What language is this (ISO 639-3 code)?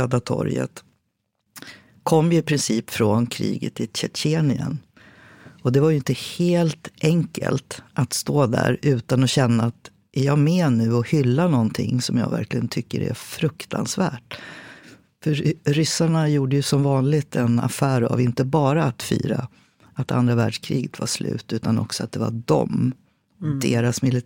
swe